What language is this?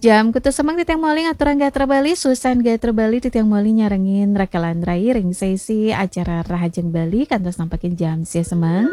Balinese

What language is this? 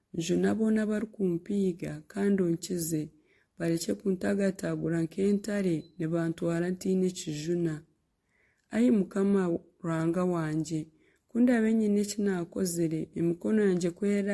Nyankole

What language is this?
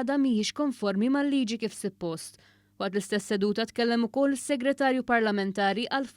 Maltese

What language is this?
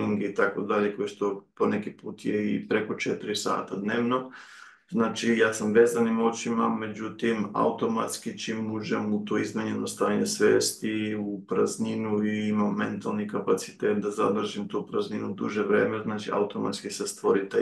Serbian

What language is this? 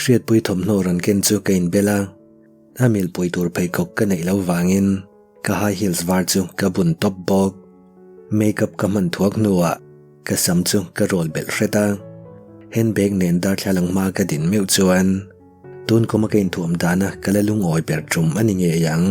Mizo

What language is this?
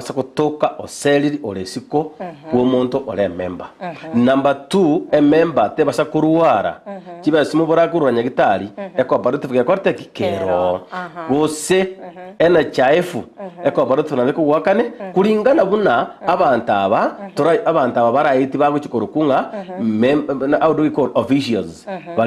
Gusii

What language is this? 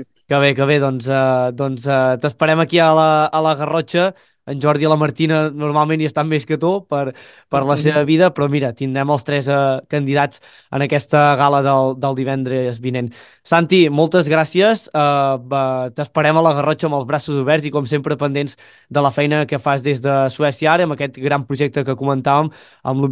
Catalan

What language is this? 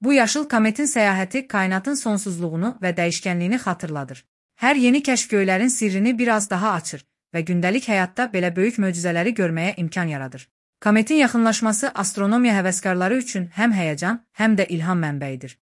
Azerbaijani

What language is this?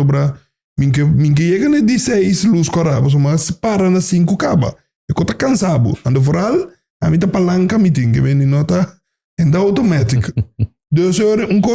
Papiamento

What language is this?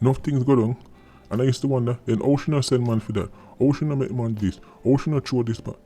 Jamaican Creole English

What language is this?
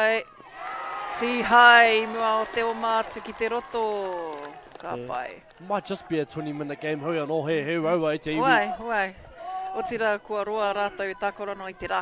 Māori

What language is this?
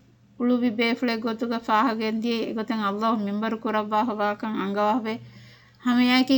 Divehi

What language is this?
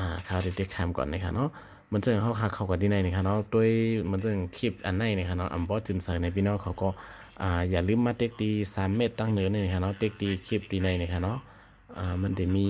Shan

